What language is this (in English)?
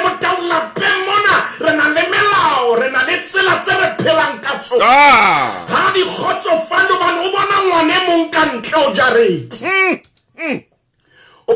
Southern Sotho